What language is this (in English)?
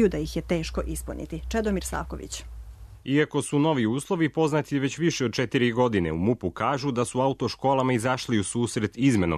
Serbian